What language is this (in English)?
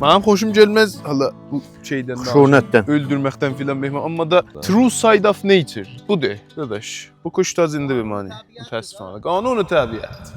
South Azerbaijani